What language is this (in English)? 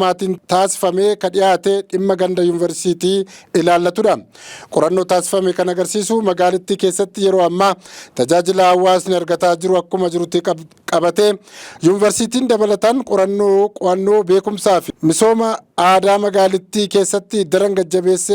Oromo